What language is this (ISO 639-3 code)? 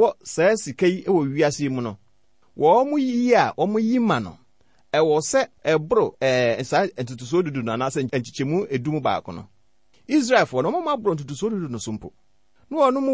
aka